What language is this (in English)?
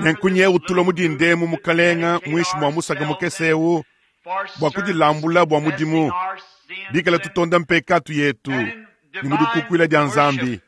Luba-Lulua